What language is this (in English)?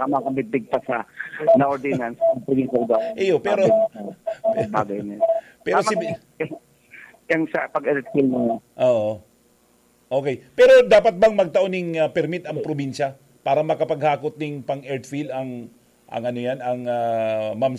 Bikol